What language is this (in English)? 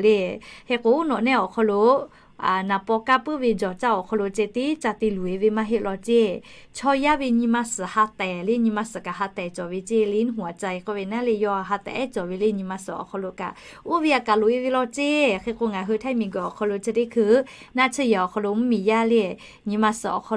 Lahu